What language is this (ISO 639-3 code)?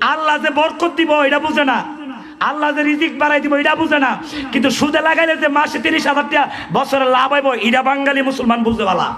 syl